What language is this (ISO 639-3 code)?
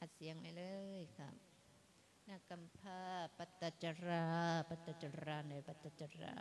lao